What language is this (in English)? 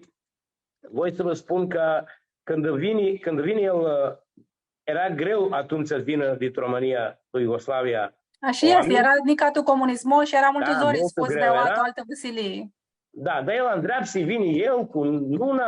Aromanian